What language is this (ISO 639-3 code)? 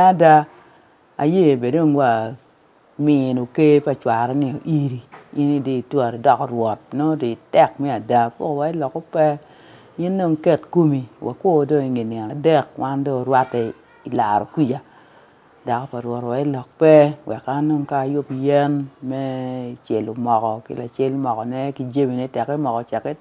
ach